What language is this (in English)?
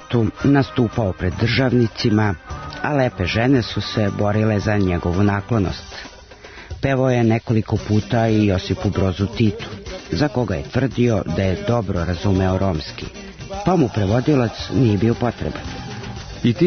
Serbian